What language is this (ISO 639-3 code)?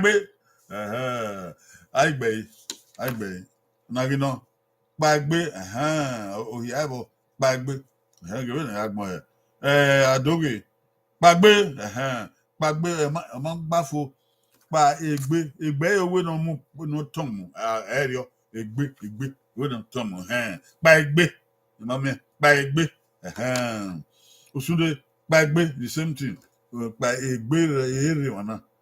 bin